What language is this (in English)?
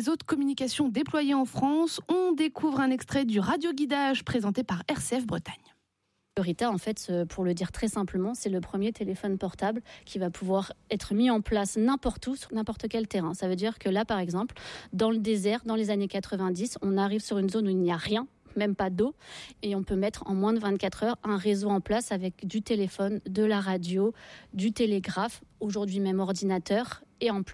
French